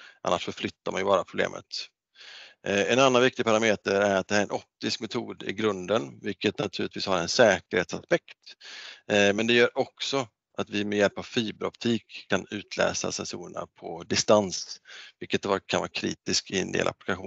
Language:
Swedish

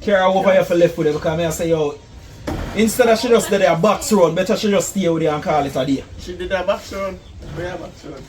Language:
Jamaican Creole English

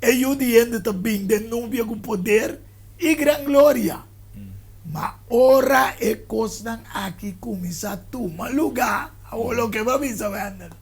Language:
Papiamento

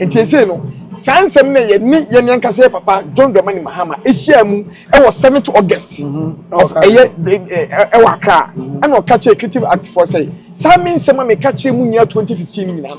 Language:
Akan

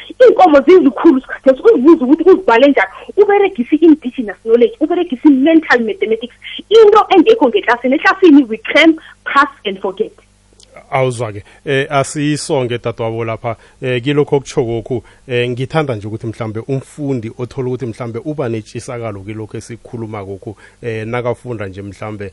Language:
South Ndebele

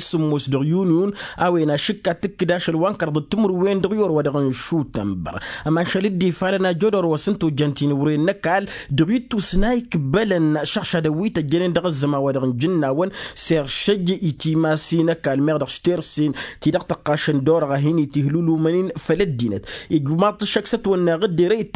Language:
Tamasheq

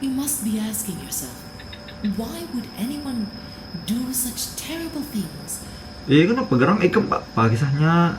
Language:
Banjar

